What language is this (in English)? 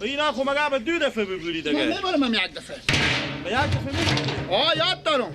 Persian